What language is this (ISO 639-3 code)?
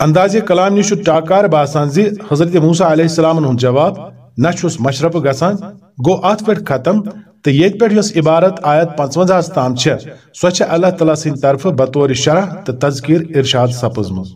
kas